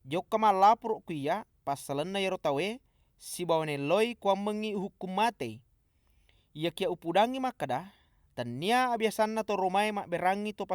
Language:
Buginese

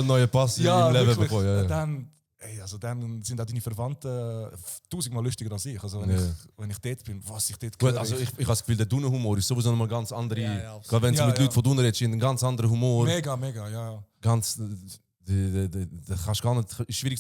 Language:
Swiss German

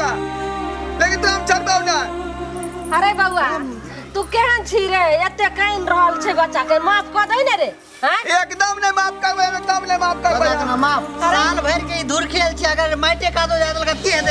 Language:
Maithili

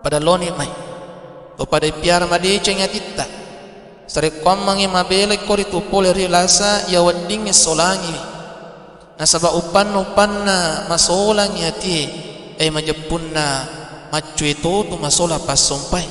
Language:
Buginese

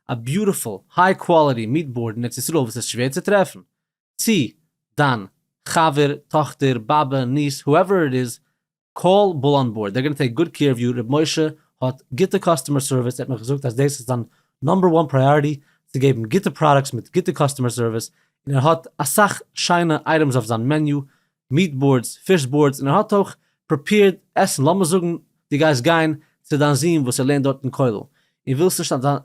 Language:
Yiddish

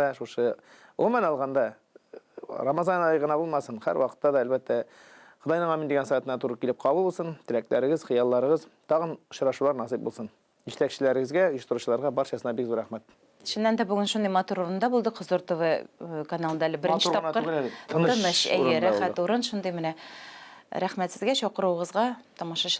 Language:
Tatar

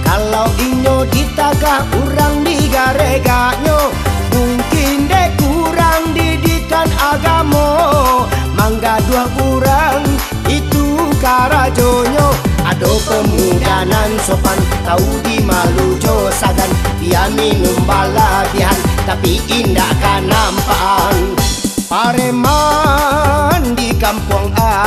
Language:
Minangkabau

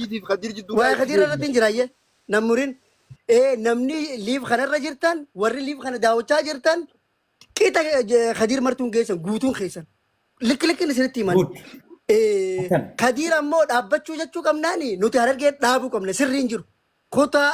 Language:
Oromo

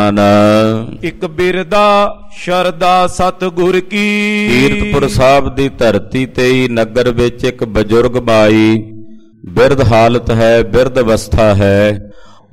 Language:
Punjabi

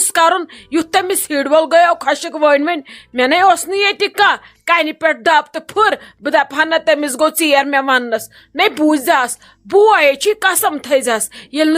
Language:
Kashmiri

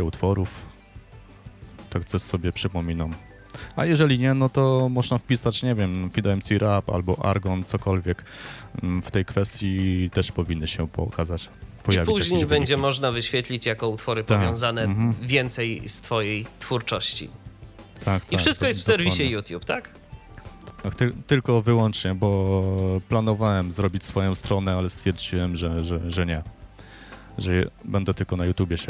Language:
Polish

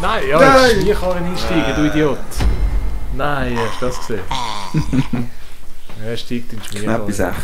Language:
Swiss German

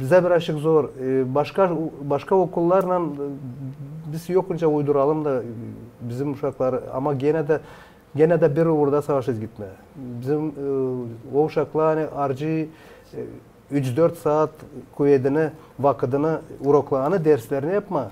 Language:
Gagauz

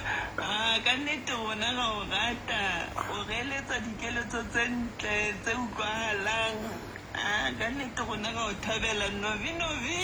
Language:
Southern Sotho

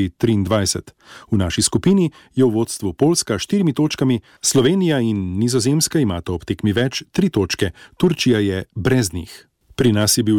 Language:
Slovenian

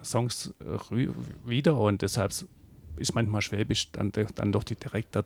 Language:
German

